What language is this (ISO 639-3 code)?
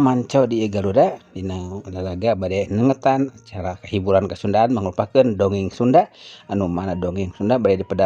sun